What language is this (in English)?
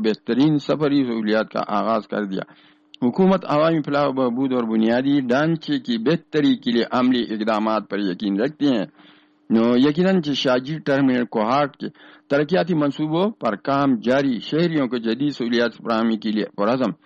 Urdu